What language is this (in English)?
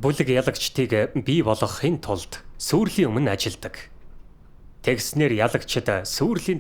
Mongolian